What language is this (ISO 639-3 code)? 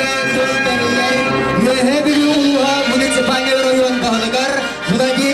sah